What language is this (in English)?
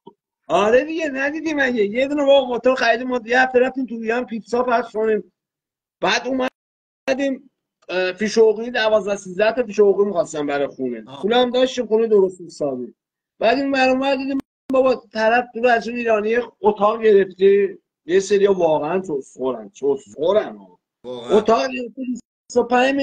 Persian